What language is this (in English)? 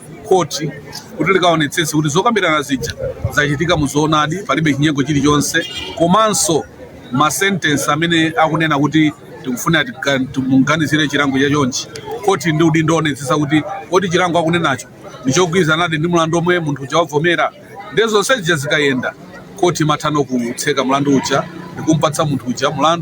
Nyanja